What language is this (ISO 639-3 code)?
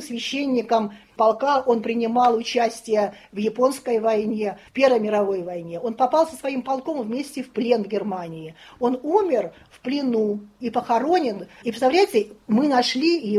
rus